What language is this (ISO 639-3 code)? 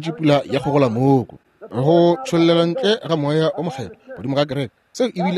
nso